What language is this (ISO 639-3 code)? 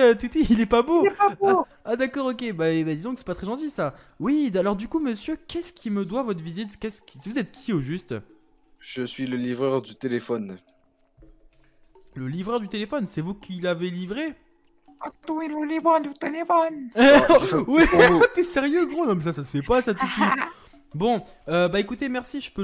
fra